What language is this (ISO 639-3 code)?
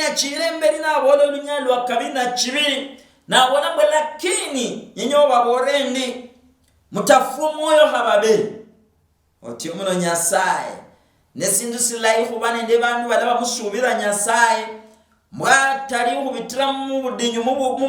luy